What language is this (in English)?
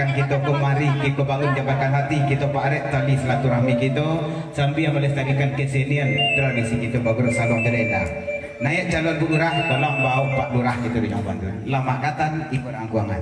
Minangkabau